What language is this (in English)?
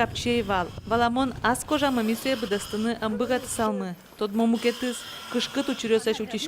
Udmurt